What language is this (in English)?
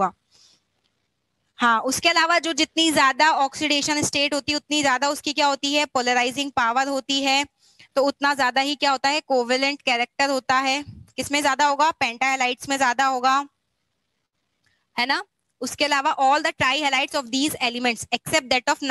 Hindi